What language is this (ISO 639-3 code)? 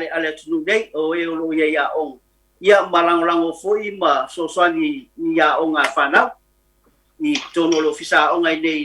smo